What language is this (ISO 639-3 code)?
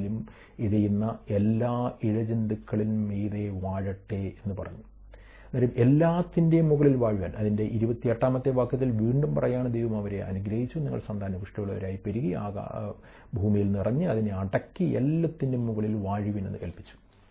mal